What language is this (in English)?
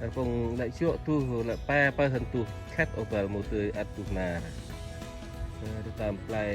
Central Mnong